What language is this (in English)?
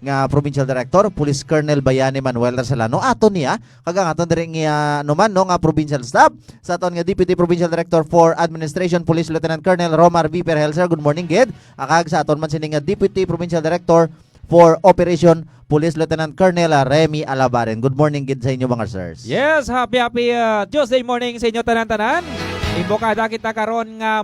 Hiligaynon